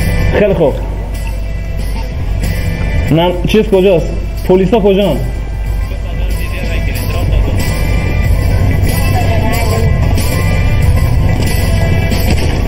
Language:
Persian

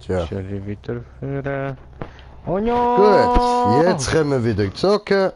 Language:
Swiss German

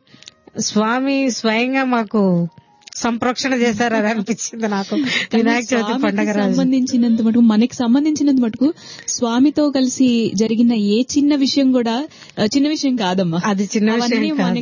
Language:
Telugu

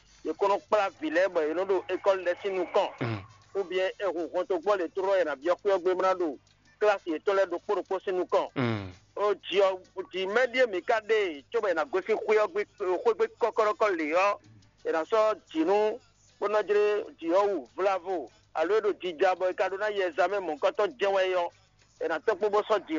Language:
Fon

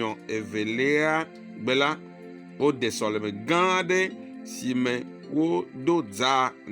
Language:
Ewe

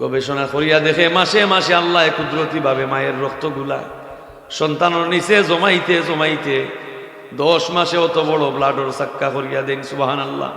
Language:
Sylheti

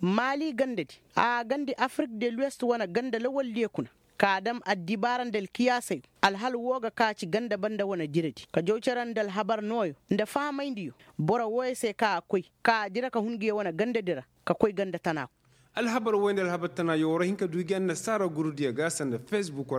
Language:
Koyraboro Senni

